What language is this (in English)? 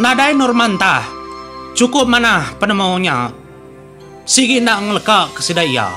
Iban